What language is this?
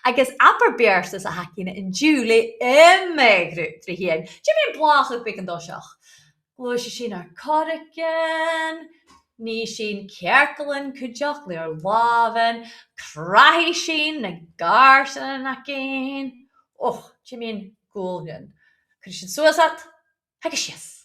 Scottish Gaelic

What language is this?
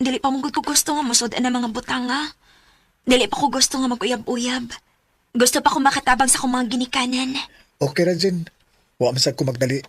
Cebuano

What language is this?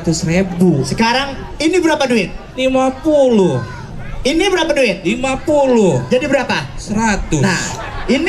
Betawi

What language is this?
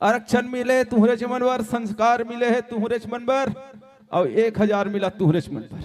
Chhattisgarhi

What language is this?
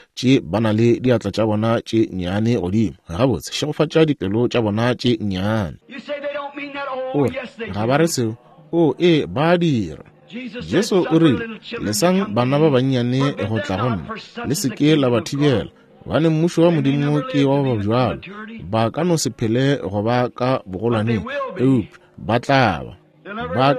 Northern Sotho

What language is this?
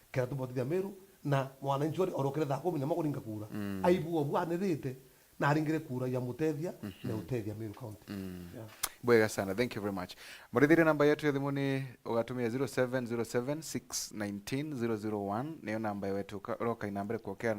Meru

